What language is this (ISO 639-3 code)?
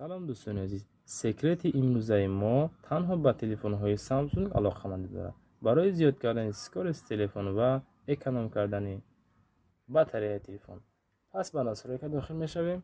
tgk